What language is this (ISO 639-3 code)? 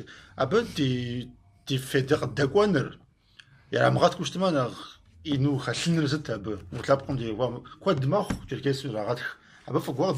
kbd